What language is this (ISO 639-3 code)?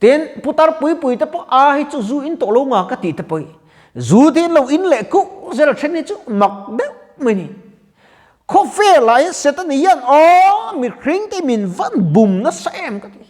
lus